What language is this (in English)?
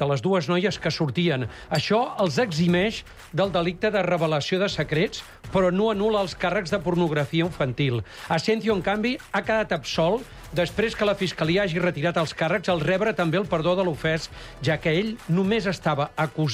Catalan